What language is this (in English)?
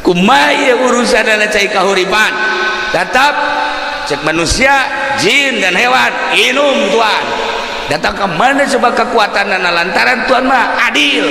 Sundanese